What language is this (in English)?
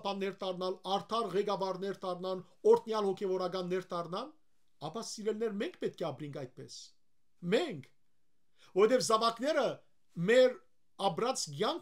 Western Armenian